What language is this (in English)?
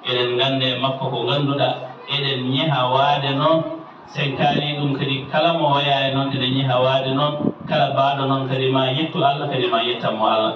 Fula